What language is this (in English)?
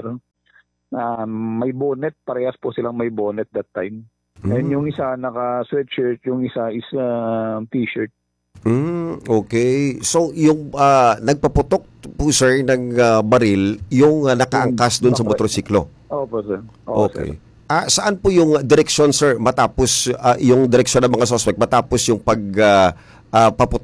Filipino